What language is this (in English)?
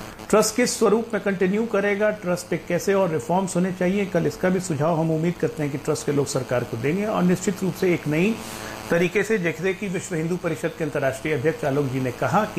Hindi